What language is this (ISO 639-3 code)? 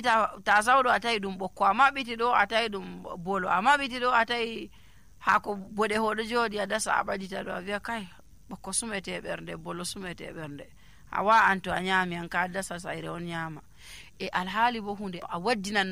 fuv